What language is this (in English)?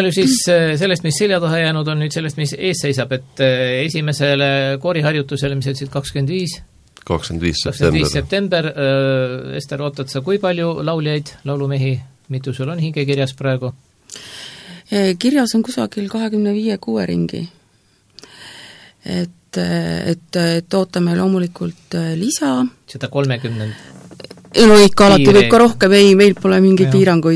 Estonian